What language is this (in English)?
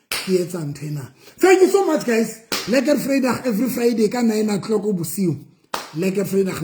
Southern Sotho